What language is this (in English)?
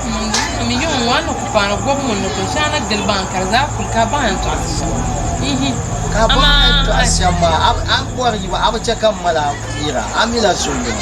Dagbani